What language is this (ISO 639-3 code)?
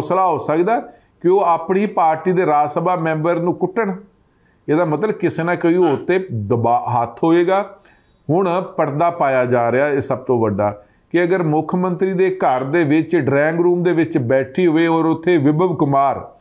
pan